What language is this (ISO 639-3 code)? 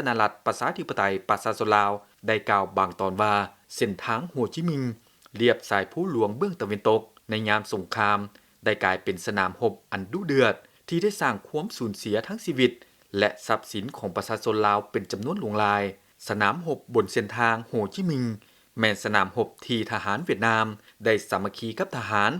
lao